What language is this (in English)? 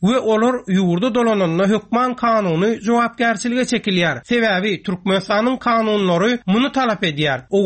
Turkmen